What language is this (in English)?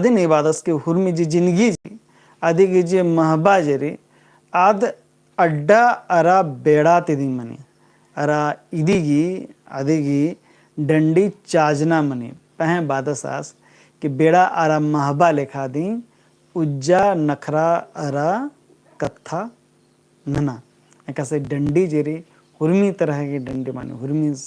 Kurukh